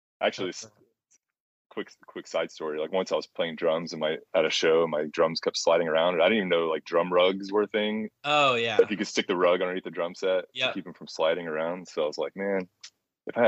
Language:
English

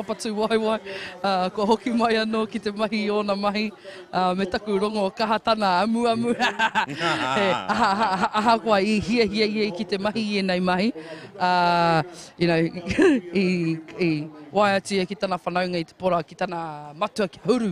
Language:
Māori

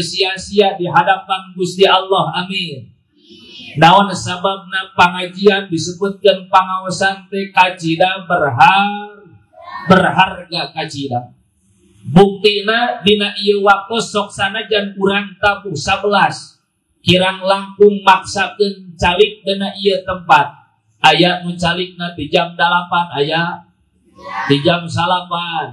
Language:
Sundanese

